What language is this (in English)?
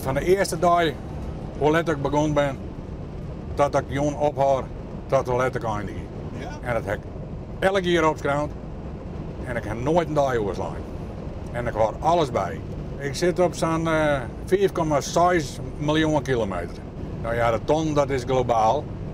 Western Frisian